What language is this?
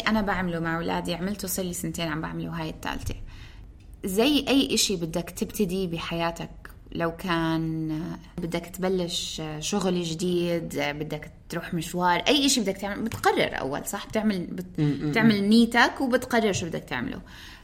North Levantine Arabic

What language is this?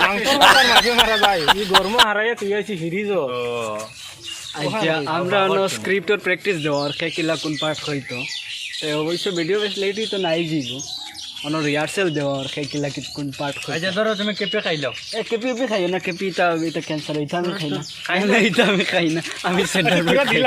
Sylheti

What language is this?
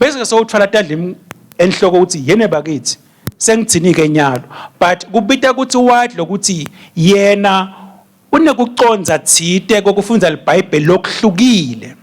Swati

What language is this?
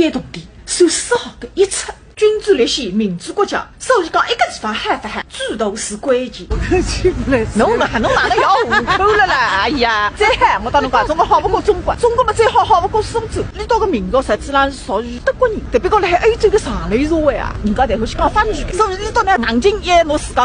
Wu Chinese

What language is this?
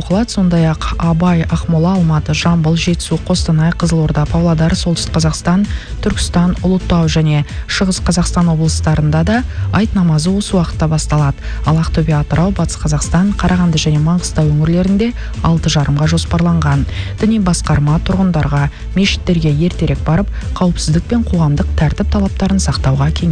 Kazakh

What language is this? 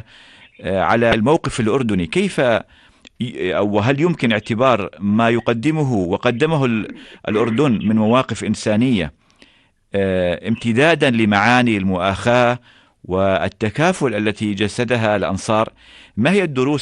Arabic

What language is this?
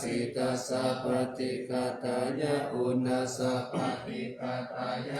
Pali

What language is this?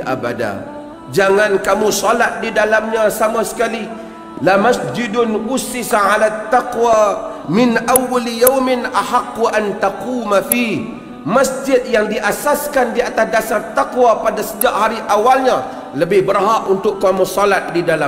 Malay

